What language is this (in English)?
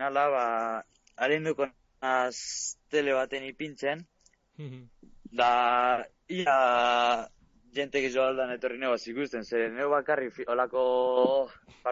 Basque